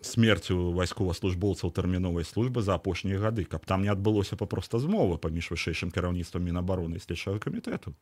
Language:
Belarusian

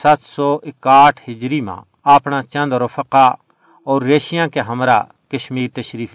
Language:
Gujari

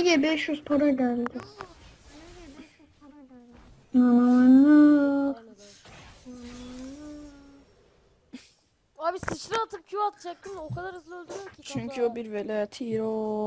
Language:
Turkish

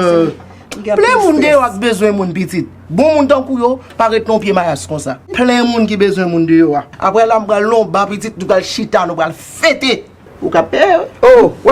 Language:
Haitian Creole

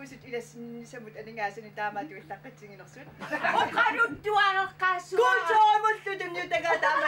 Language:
Kalaallisut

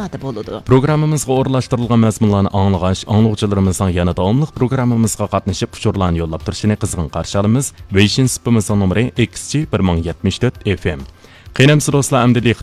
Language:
Uyghur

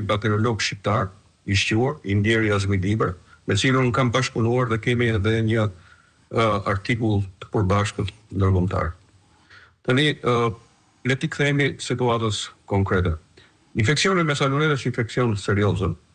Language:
Albanian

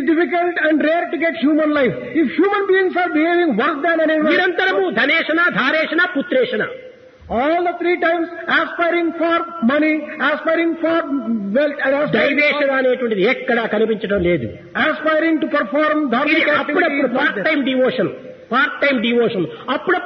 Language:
Telugu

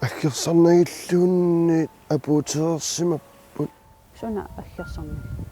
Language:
Kalaallisut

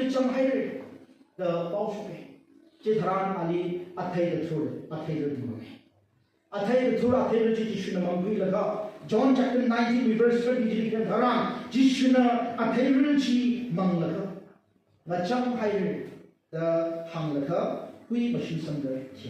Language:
Tangkhul Naga (India)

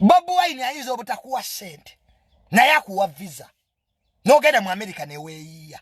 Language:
Ganda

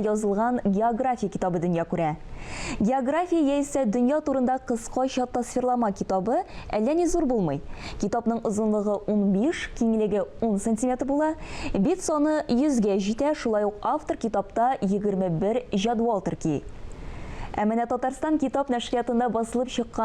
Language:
Tatar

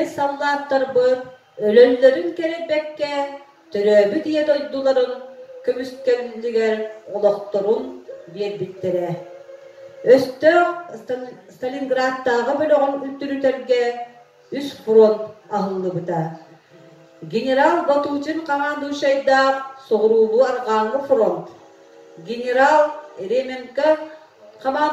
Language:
Yakut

